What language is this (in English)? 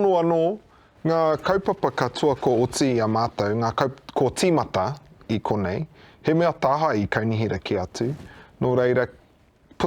Māori